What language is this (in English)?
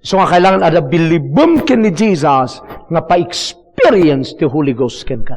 Iloko